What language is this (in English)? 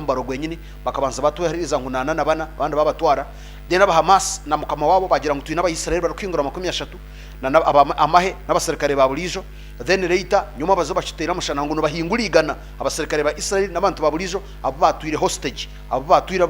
Nyankole